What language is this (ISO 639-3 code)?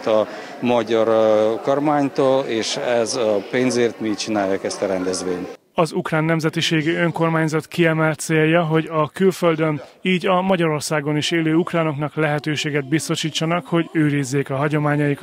hun